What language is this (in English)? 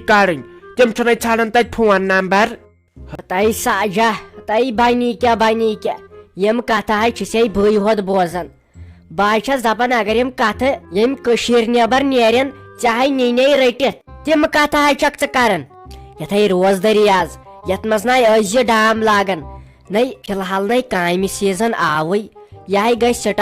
Kashmiri